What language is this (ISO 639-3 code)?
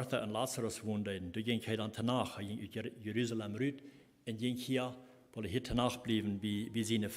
pdt